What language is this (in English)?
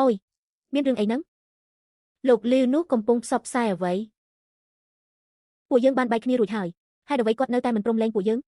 Khmer